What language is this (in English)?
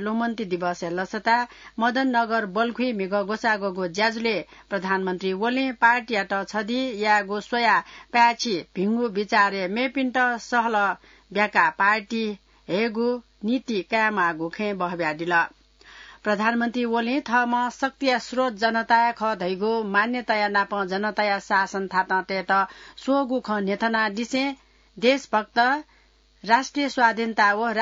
Newari